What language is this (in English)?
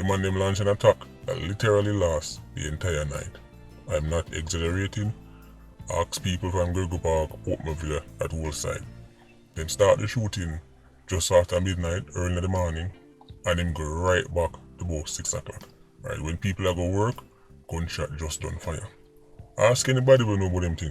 Jamaican Creole English